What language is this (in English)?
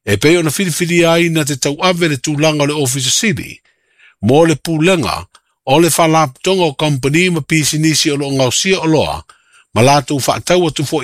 Samoan